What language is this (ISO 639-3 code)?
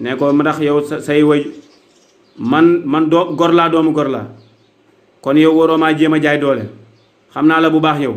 wol